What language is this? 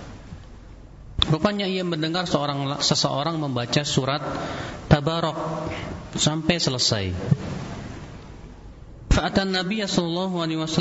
Indonesian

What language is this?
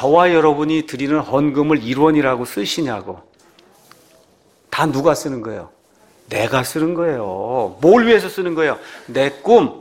Korean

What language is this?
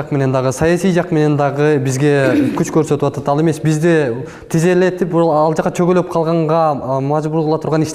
Kyrgyz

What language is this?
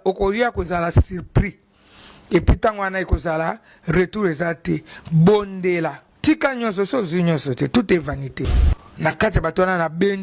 Lingala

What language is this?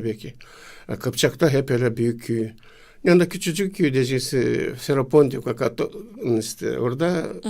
Gagauz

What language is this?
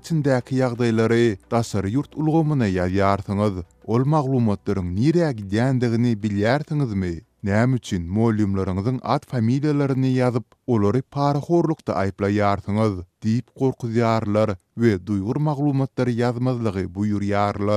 Turkmen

